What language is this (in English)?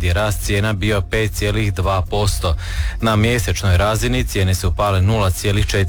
Croatian